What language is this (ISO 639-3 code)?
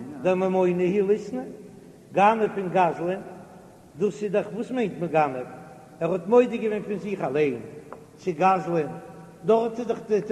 yid